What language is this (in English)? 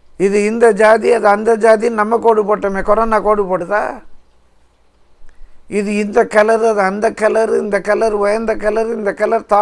Tamil